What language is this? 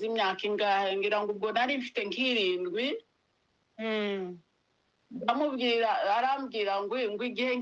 Kinyarwanda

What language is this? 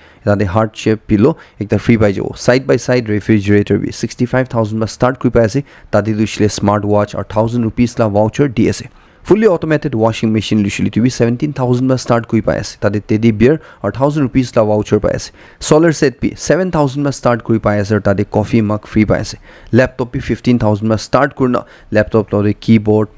Naga Pidgin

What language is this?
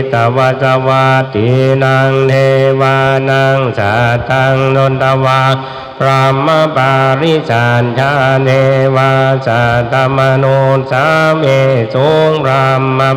Pali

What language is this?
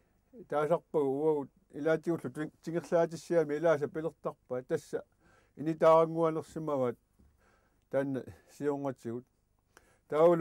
Kalaallisut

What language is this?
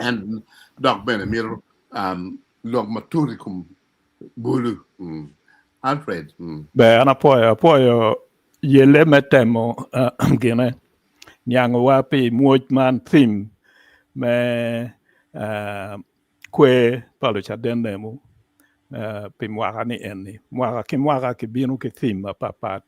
Acoli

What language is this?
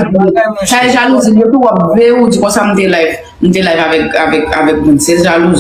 Haitian Creole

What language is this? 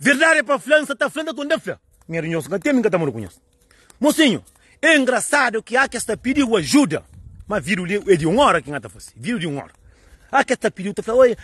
Kabuverdianu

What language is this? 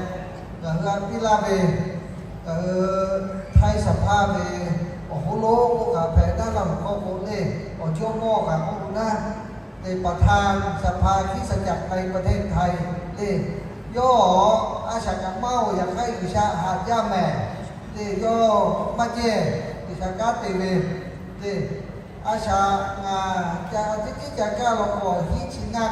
Lahu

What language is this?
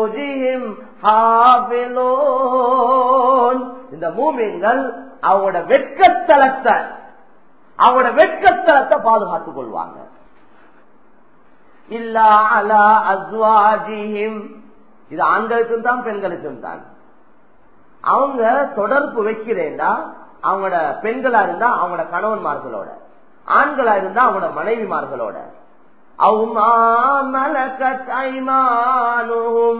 Tamil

